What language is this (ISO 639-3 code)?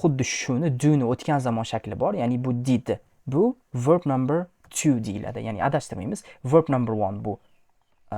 uzb